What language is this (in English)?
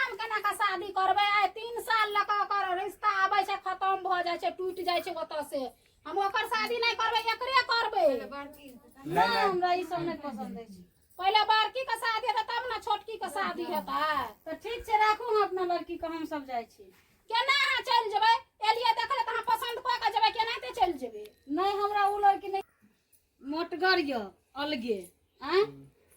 Maithili